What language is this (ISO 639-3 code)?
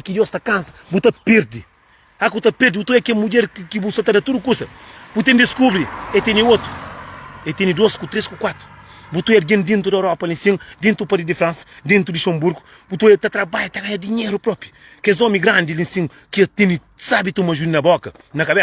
kea